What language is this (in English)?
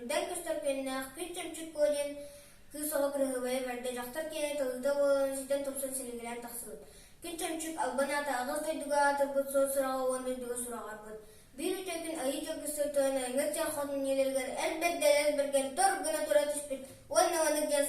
Yakut